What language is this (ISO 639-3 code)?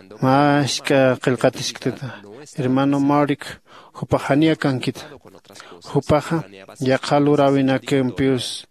aym